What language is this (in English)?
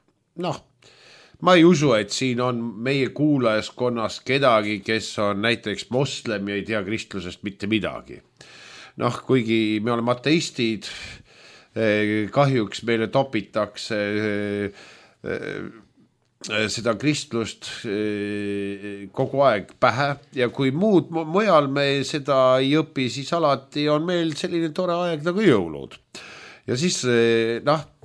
Estonian